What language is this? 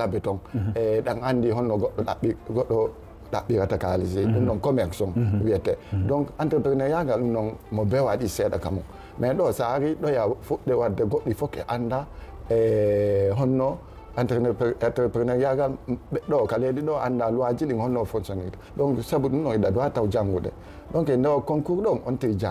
Fula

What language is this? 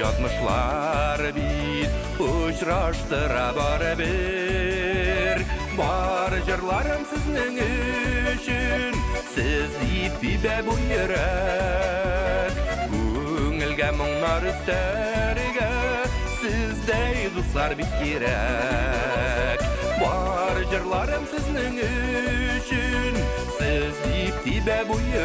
Bashkir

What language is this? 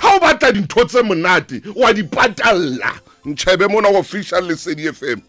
Southern Sotho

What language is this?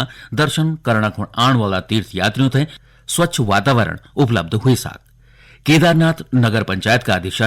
Garhwali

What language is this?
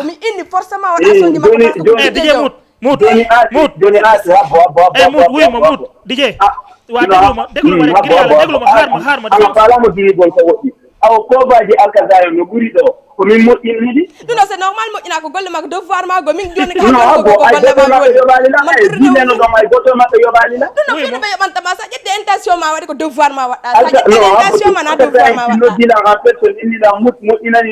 Fula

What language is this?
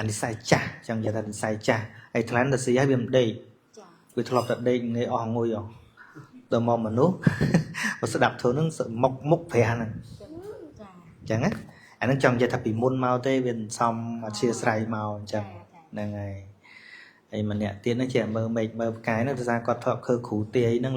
Khmer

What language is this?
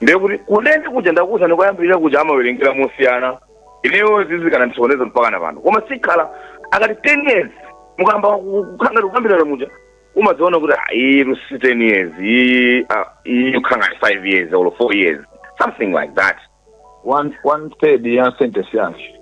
Nyanja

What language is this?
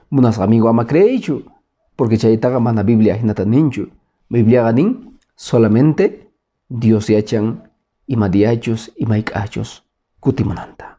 Quechua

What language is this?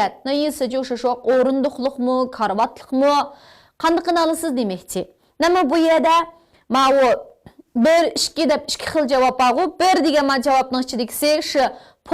Uyghur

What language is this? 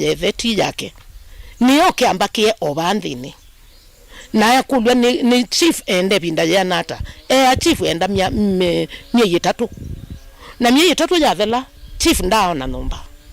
Kamba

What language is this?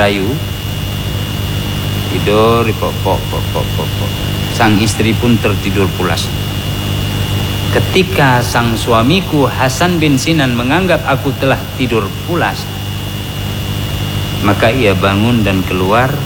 Indonesian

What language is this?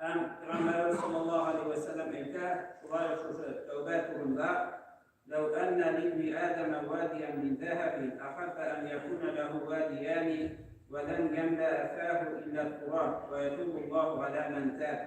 Tatar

